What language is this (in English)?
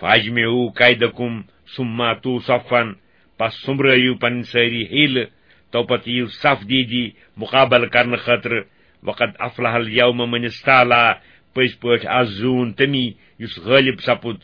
Kashmiri